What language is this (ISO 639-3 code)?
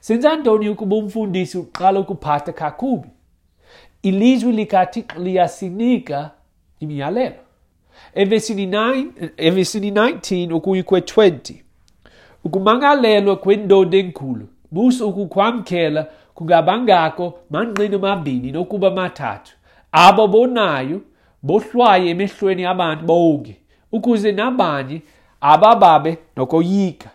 xho